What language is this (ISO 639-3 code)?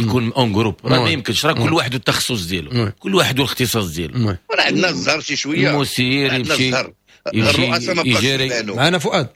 ary